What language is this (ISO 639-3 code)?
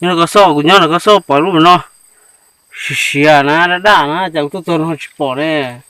hmn